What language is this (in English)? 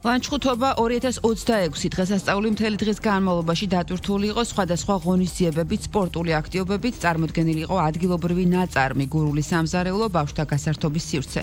Georgian